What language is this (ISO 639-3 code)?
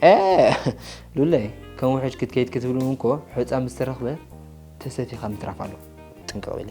tir